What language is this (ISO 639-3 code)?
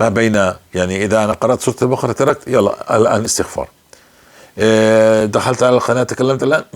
apc